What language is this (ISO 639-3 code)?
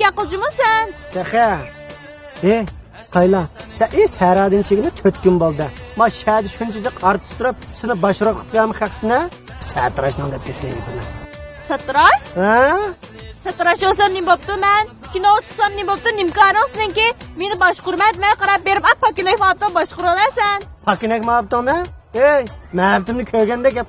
uig